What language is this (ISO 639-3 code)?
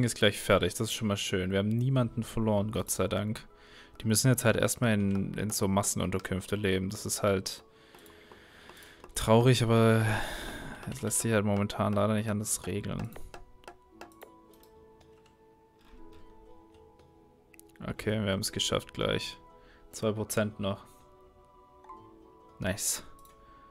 deu